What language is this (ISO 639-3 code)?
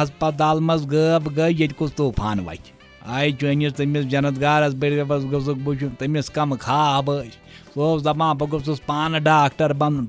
kas